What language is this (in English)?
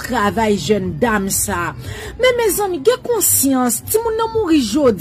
Haitian Creole